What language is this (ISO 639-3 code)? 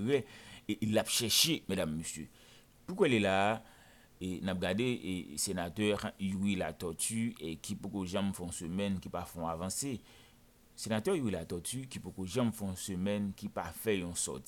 hat